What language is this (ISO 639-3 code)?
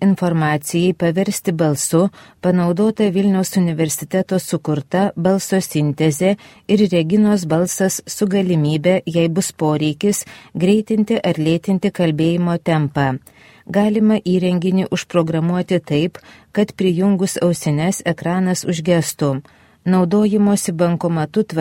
lit